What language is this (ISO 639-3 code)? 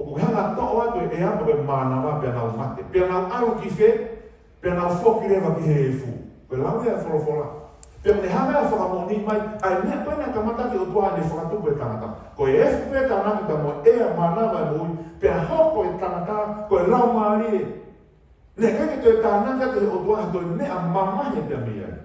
ton